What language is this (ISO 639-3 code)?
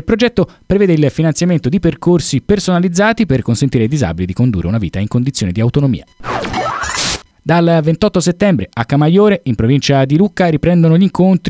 ita